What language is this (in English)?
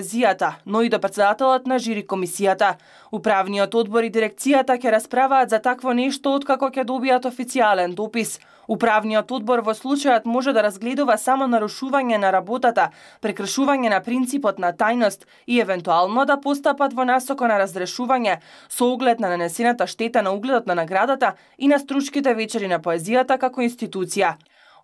Macedonian